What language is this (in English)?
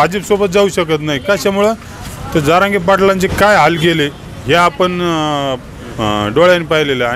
Marathi